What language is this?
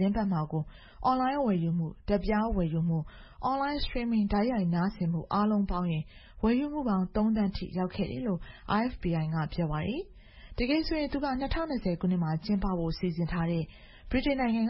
Burmese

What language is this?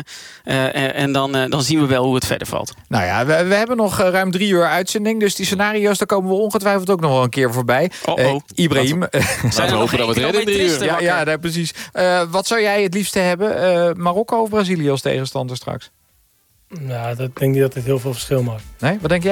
Dutch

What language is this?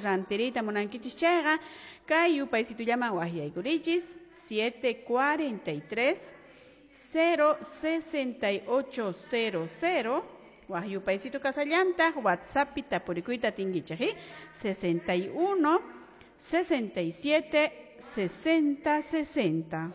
Quechua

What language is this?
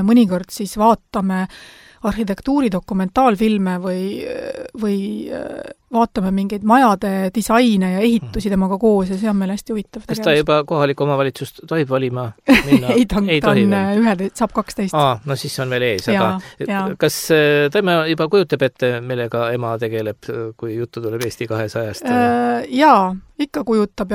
Estonian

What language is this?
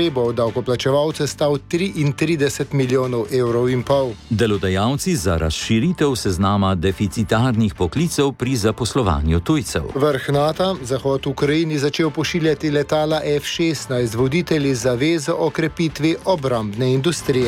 Slovenian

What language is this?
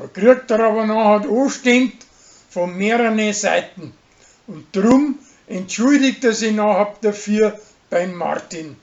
Bavarian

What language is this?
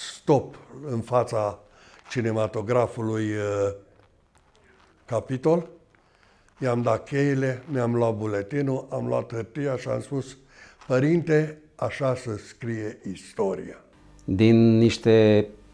Romanian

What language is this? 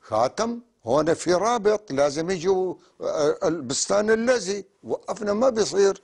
North Levantine Arabic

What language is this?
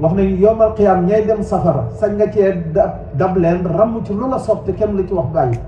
Wolof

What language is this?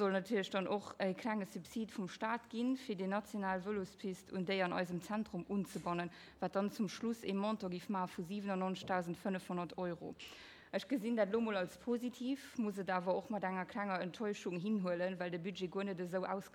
Luxembourgish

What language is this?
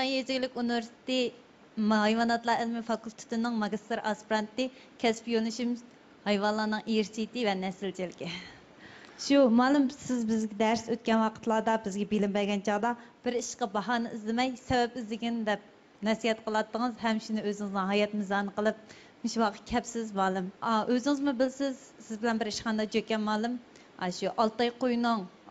Uyghur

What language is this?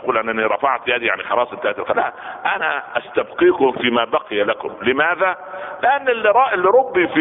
Arabic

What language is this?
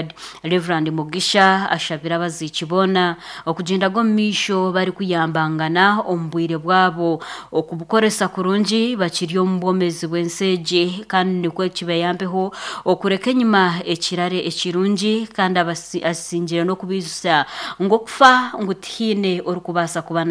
Nyankole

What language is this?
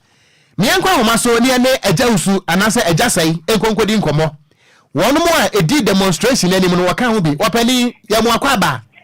Akan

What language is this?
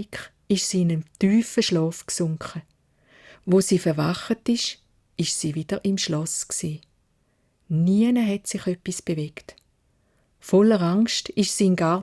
Swiss German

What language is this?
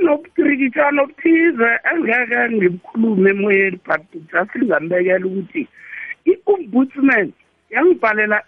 South Ndebele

